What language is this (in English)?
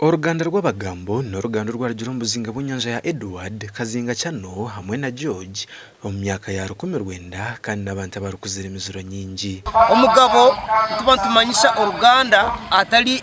Nyankole